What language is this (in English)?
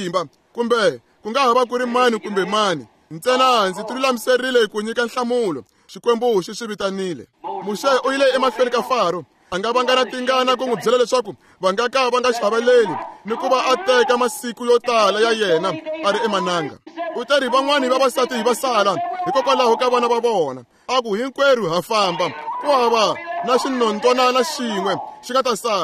Tsonga